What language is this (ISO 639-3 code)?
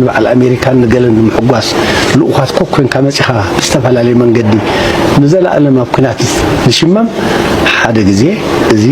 tir